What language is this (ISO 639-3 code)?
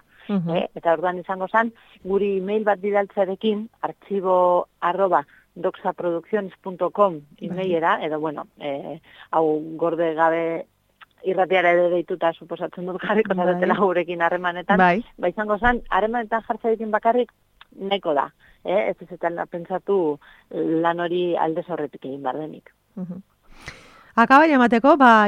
eus